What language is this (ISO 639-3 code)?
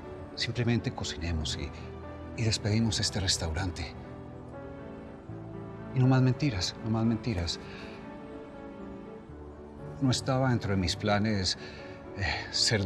spa